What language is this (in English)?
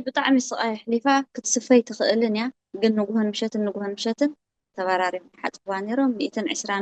Tigrinya